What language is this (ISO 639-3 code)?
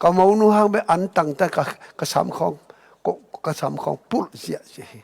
ctd